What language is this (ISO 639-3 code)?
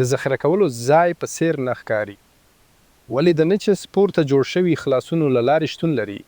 pus